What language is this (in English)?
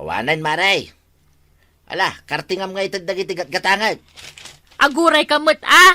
Iloko